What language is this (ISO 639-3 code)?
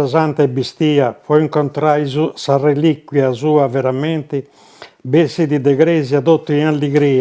srd